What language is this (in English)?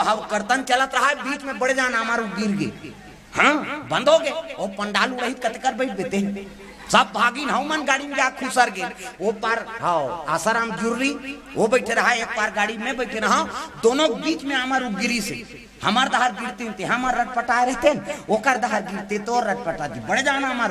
Chhattisgarhi